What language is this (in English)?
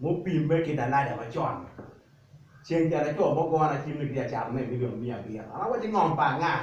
Acoli